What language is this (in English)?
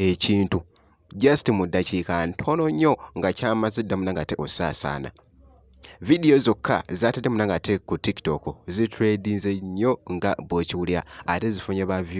Ganda